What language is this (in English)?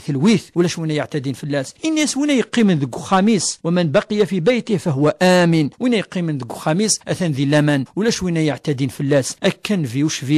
Kabyle